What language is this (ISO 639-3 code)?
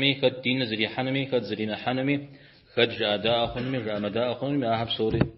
kbd